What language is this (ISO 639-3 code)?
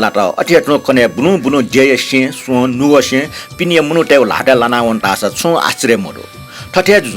new